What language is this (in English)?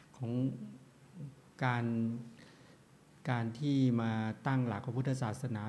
Thai